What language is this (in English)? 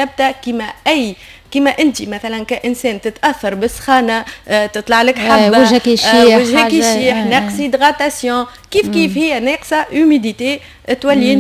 Tunisian Arabic